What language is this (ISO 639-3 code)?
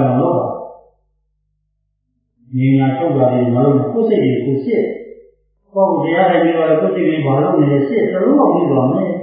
mya